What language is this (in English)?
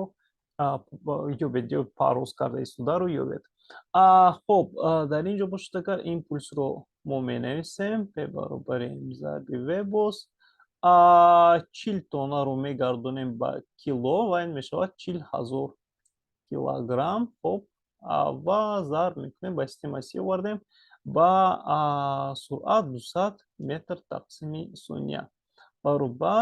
Tajik